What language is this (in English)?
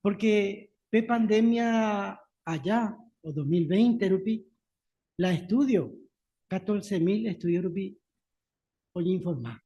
Guarani